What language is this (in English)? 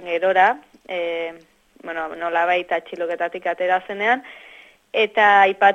Basque